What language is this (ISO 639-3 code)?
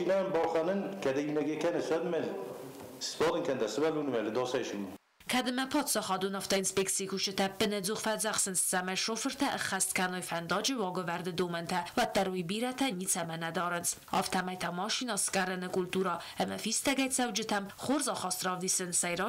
oss